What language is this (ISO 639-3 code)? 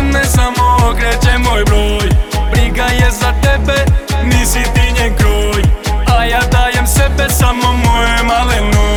hrv